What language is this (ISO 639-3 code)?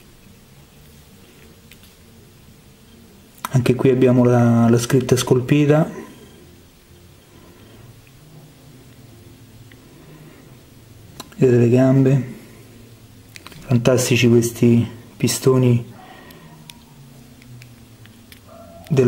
ita